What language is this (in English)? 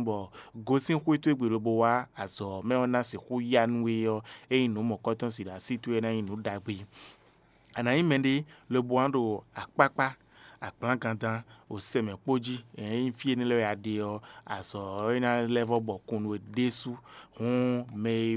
Fon